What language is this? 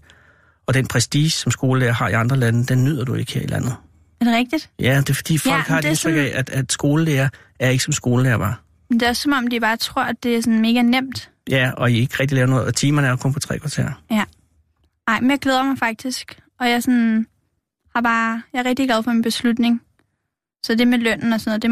Danish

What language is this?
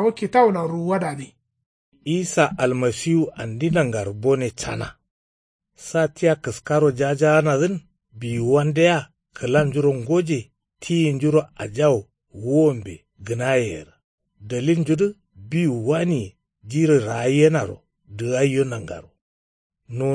Kanuri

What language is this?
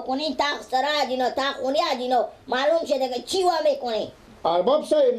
Persian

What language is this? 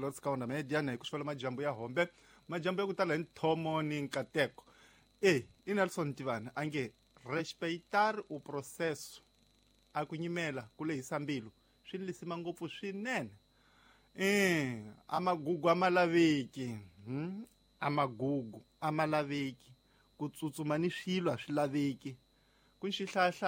Tsonga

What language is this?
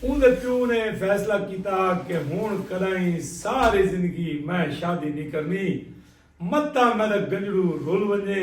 Saraiki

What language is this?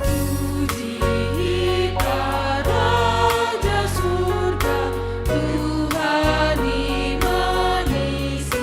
Batak Simalungun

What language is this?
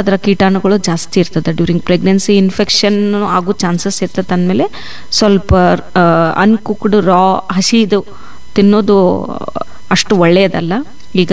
Kannada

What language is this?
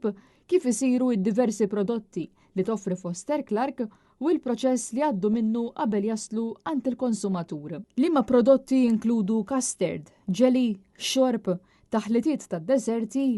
Maltese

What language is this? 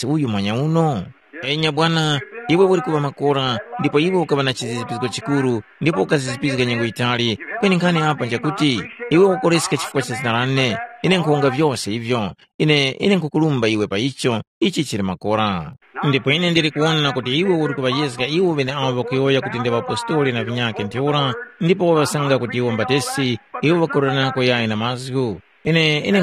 Tumbuka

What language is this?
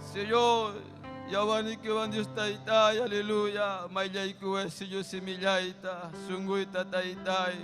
Ayacucho Quechua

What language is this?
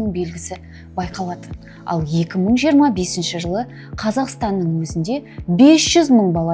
Kazakh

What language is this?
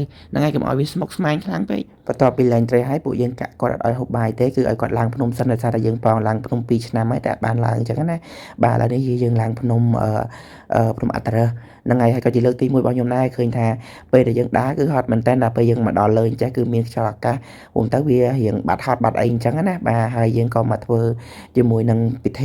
Khmer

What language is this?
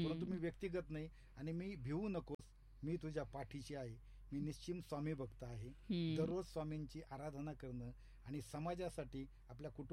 Marathi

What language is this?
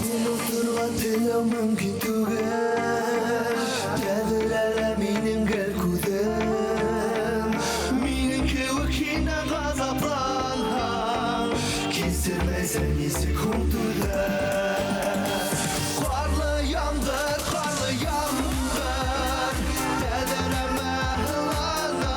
Bashkir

